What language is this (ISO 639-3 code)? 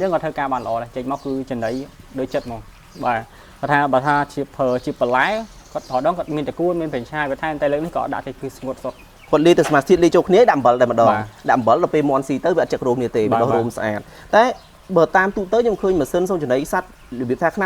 khm